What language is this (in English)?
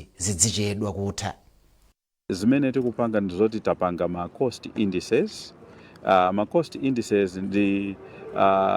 Nyanja